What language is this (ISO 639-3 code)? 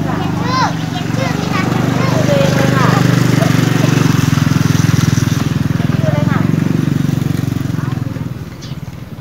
tha